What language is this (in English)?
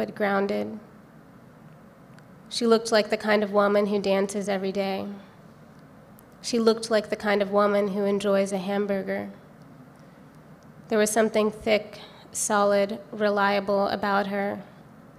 English